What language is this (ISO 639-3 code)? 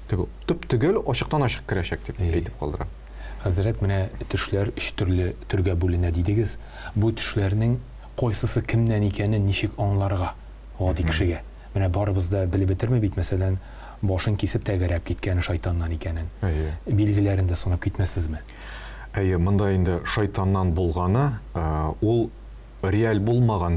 tat